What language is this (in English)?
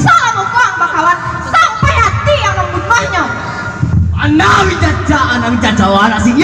Minangkabau